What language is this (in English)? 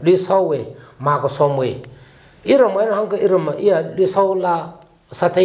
Tangkhul Naga (India)